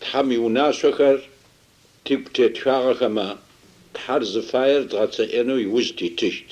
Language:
Adyghe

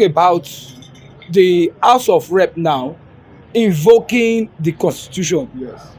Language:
Nigerian Pidgin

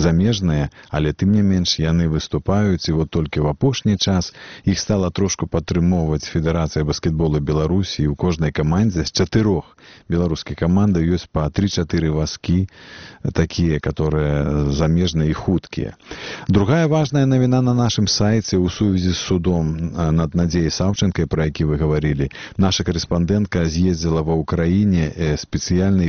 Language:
Belarusian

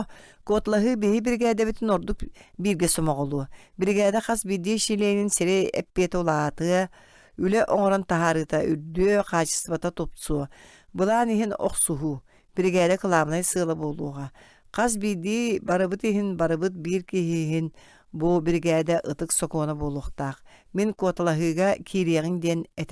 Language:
Yakut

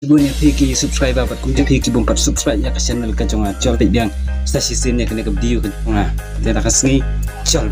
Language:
Khasi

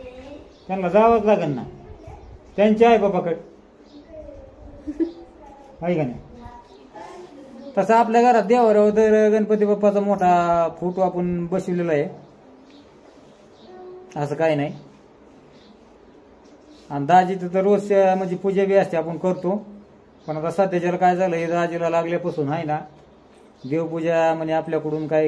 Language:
Marathi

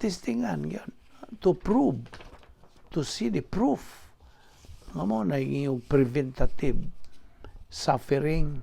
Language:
Cebuano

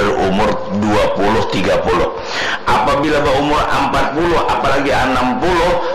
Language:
Banjar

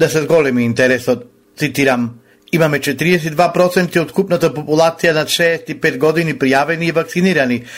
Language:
Macedonian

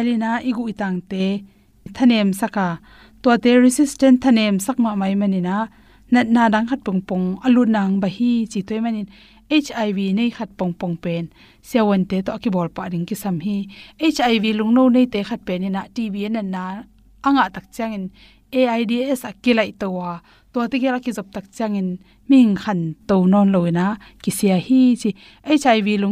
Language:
Tedim Chin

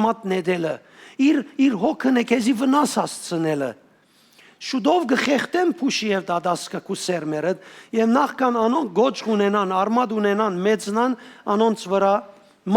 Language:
Western Armenian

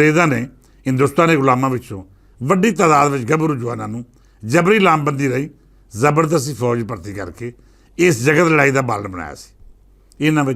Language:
Western Panjabi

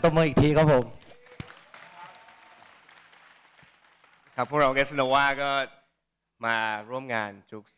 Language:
Thai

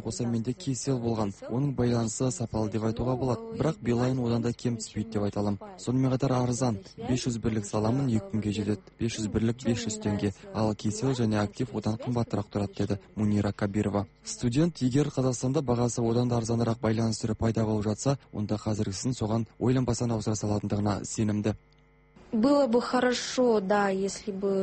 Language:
Kazakh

